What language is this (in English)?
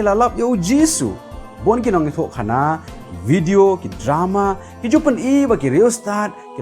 Khasi